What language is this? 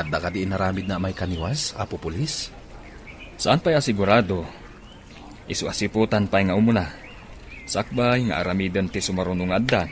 Iloko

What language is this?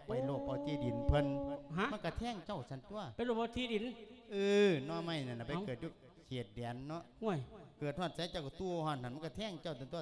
Lao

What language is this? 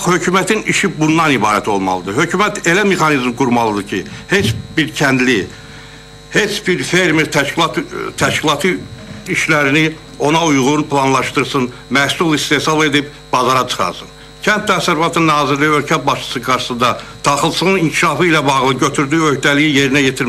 Azerbaijani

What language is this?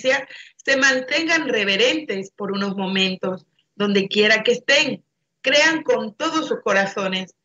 Spanish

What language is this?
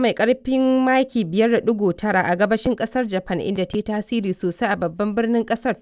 Hausa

